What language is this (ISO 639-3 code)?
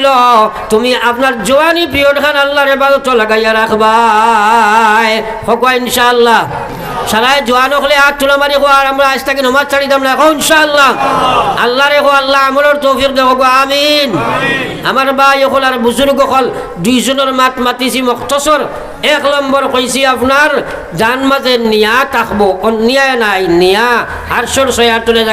syl